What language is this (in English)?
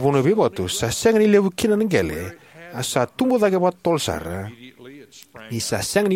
Fijian